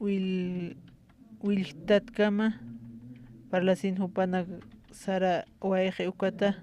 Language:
Aymara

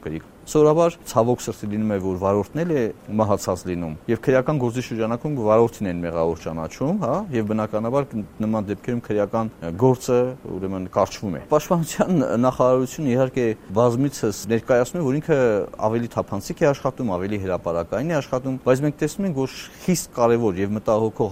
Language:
Armenian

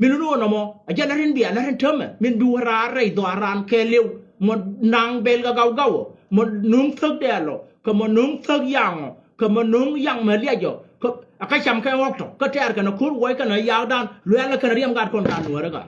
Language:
Nuer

